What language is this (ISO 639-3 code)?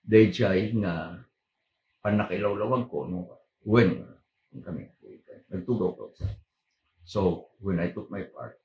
ilo